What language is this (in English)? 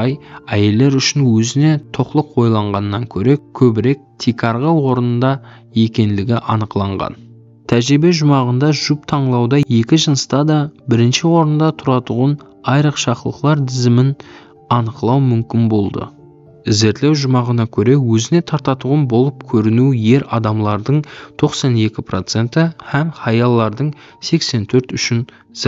Kara-Kalpak